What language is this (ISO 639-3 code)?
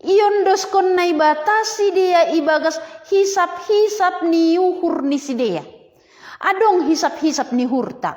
bts